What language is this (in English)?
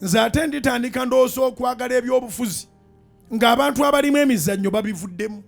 Ganda